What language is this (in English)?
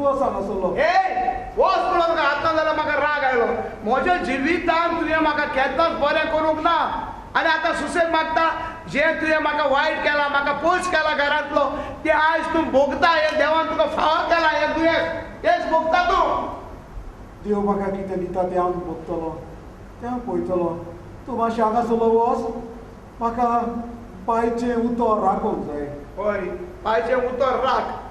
Konkani